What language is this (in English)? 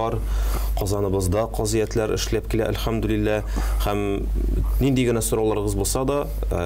Tatar